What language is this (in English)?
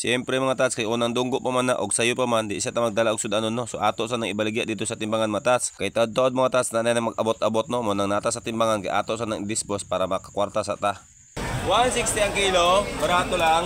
Cebuano